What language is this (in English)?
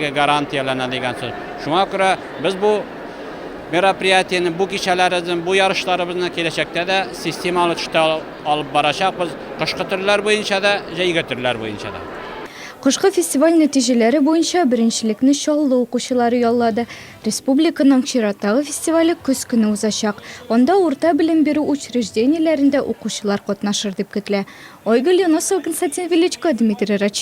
Tatar